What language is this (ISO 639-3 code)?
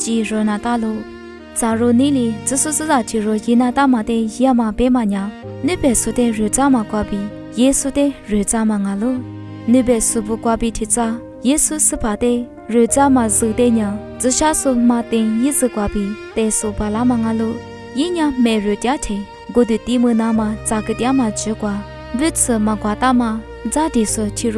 lis